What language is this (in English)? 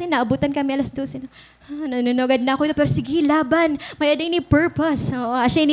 Waray